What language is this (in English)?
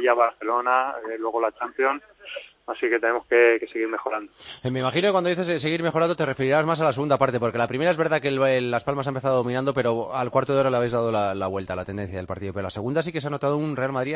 Spanish